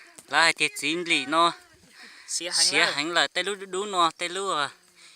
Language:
Hmong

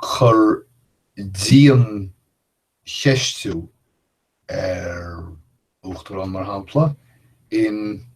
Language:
Irish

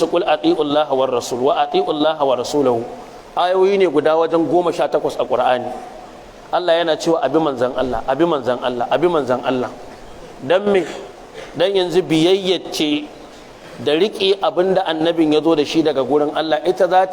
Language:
Hausa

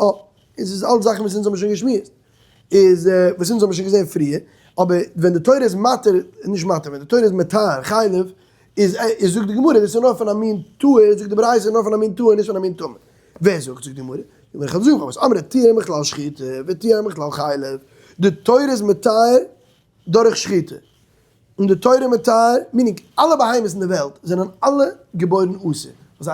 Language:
Yiddish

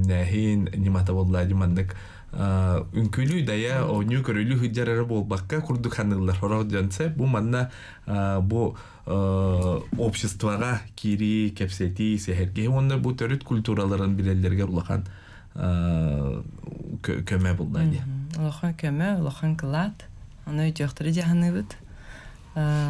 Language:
Yakut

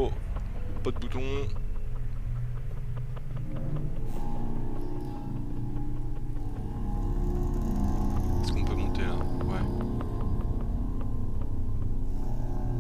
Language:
French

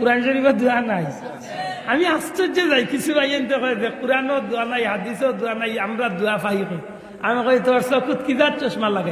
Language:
Sylheti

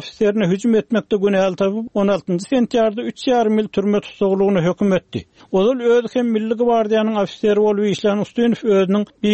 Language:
Turkmen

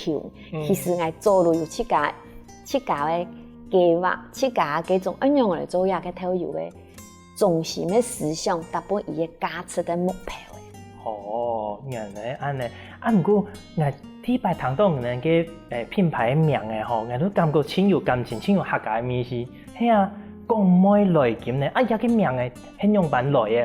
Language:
Hakka Chinese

